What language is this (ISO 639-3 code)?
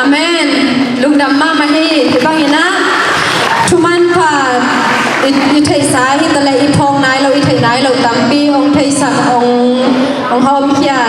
ctd